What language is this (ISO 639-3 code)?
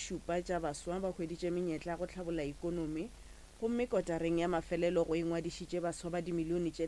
nso